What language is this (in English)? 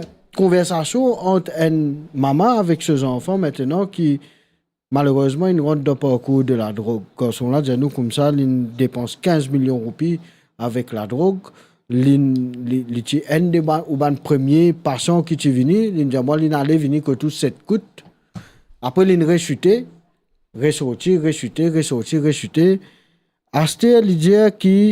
Morisyen